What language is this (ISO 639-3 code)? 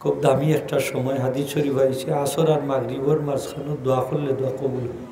syl